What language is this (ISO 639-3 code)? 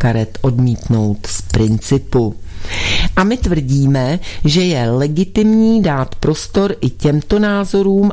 ces